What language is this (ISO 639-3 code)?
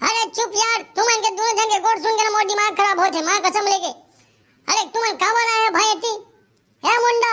hne